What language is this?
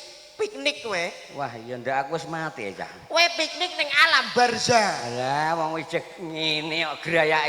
Javanese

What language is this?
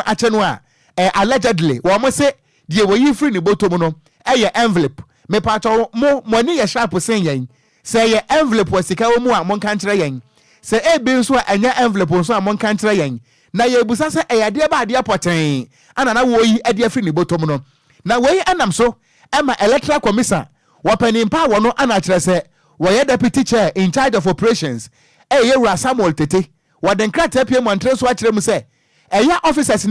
Akan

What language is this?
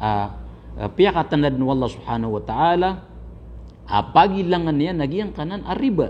Maranao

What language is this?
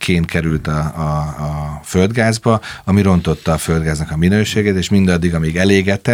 Hungarian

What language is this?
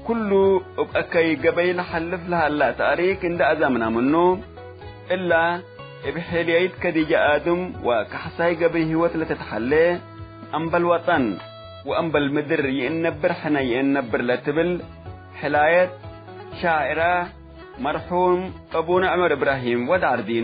Tigre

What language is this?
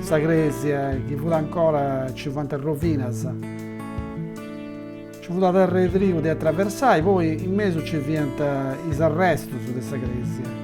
Sardinian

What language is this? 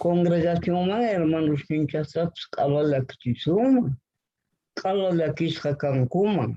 Quechua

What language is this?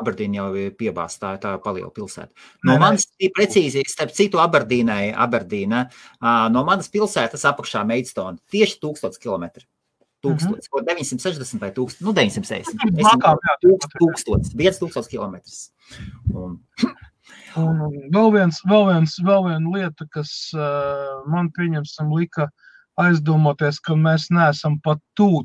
Latvian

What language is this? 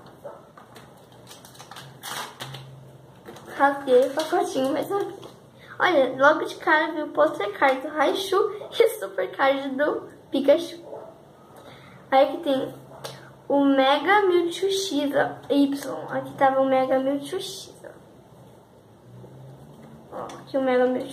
Portuguese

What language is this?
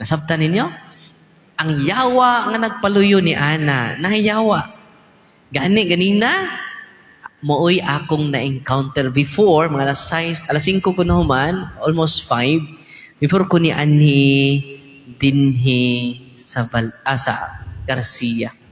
Cebuano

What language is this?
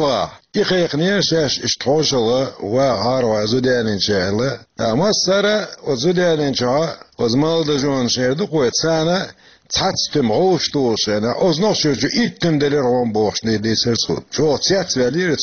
Chechen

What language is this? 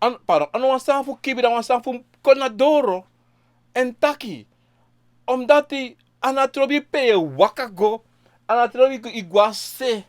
Sranan Tongo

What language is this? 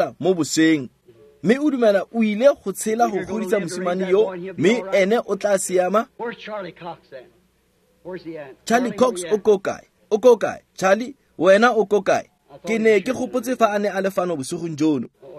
Tswana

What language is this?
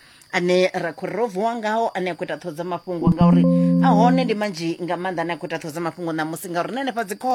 Venda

